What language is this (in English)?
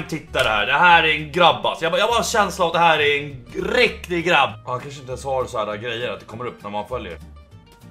Swedish